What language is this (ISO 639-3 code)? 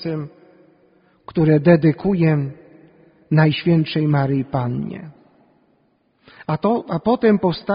pol